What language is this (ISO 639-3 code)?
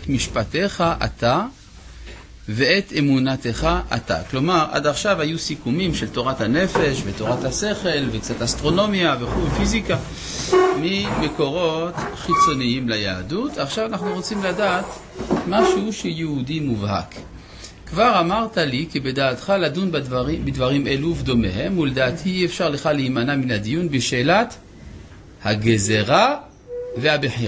heb